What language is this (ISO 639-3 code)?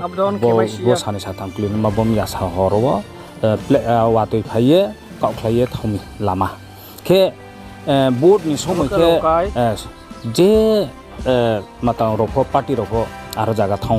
ria